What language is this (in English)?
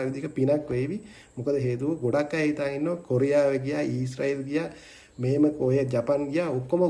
Sinhala